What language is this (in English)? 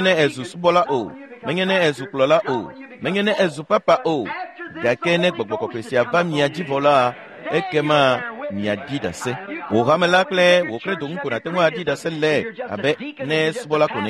Ewe